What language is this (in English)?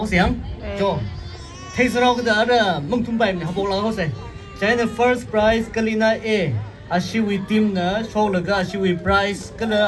Tangkhul Naga (India)